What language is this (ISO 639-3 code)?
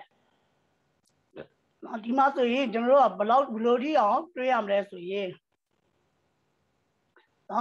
mya